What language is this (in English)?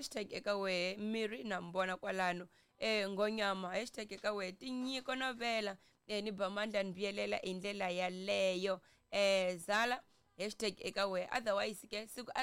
Tsonga